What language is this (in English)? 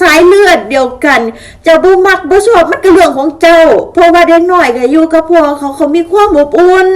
Lao